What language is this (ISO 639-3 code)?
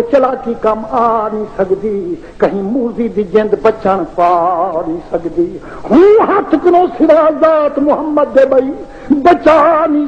skr